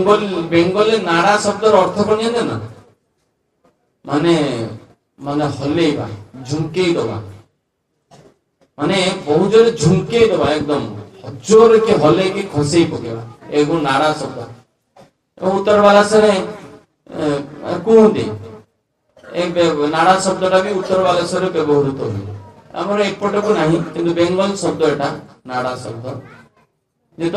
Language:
Odia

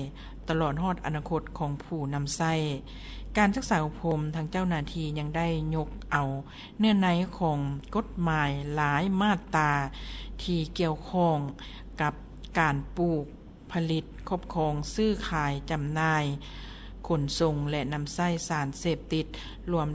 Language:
Lao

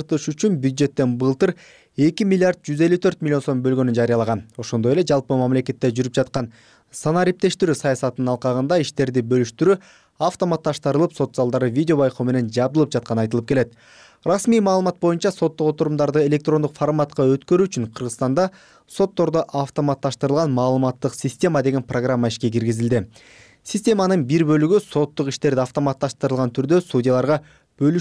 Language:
Kyrgyz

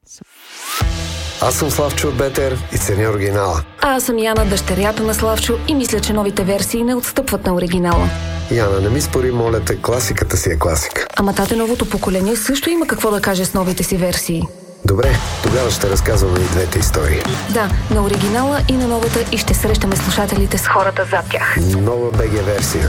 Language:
Bulgarian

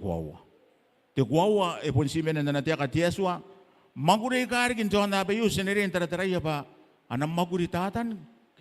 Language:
Gilbertese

